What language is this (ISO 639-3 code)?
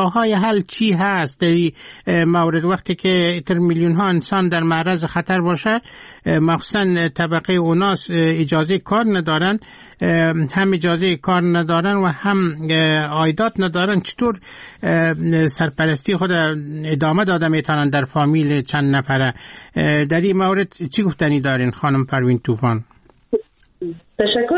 fas